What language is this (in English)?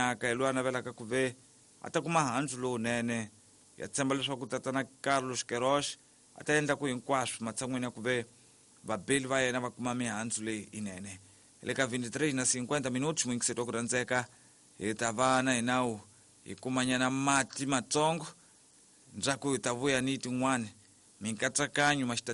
Tsonga